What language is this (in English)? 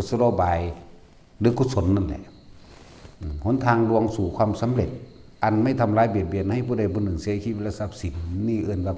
Northeastern Thai